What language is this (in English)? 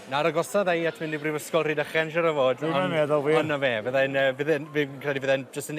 Welsh